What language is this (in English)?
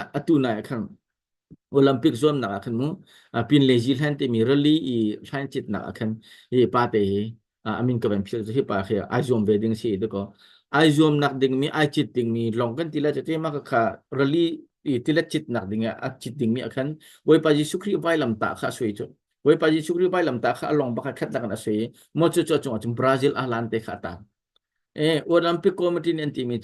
Hakha Chin